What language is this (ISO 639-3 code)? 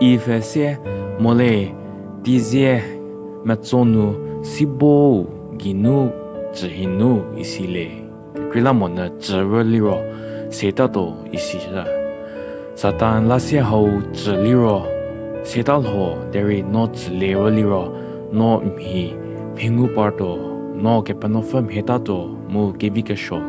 njm